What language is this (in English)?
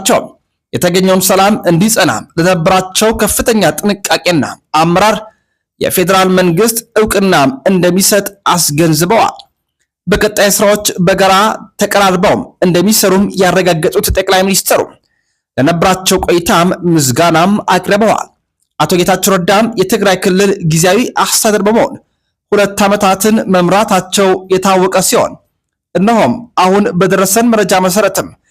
Amharic